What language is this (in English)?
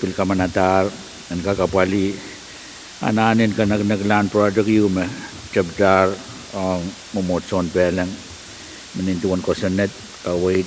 Pohnpeian